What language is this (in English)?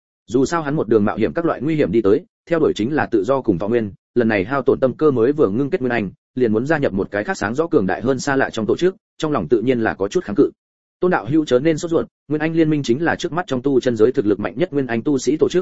Vietnamese